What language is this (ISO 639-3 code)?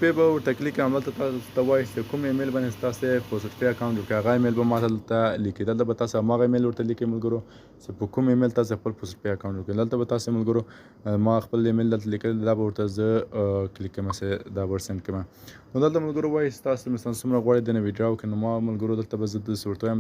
pus